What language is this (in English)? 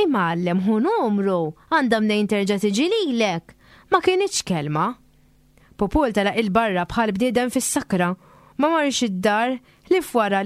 Maltese